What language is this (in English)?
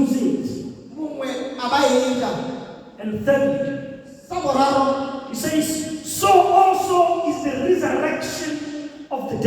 Tswana